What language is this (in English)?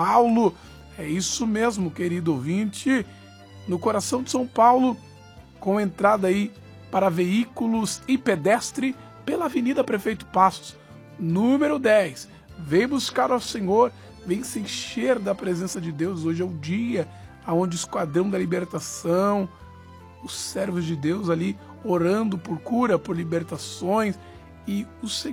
Portuguese